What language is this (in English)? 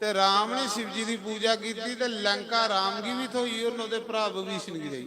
Dogri